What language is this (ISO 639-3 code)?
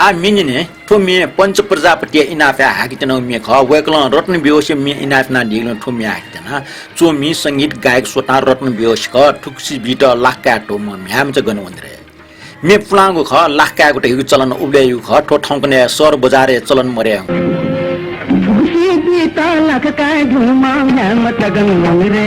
new